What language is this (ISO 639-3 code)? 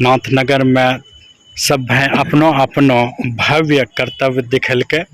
anp